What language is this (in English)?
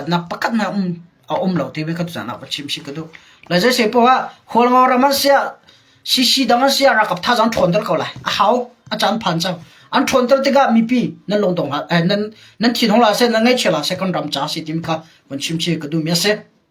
Hakha Chin